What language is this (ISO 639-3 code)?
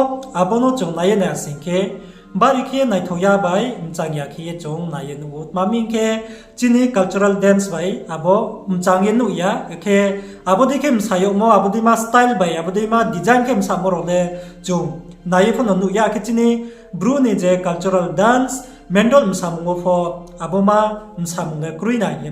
ria